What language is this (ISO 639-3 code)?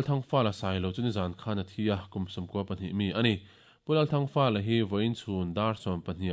lus